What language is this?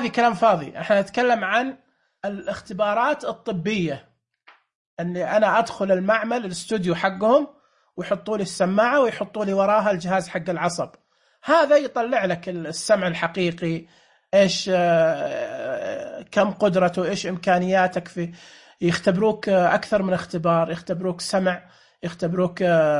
Najdi Arabic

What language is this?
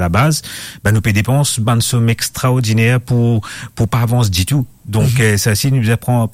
Morisyen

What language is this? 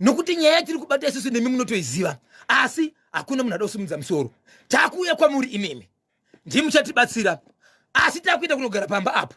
Shona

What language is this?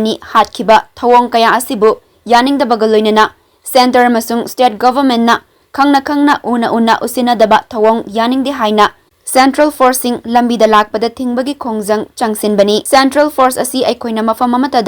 Manipuri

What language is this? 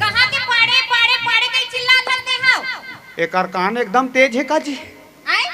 Chhattisgarhi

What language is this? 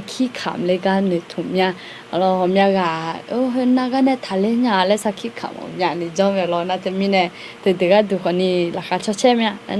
Akha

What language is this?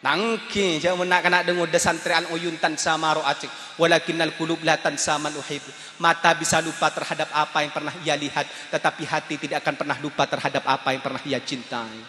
Madurese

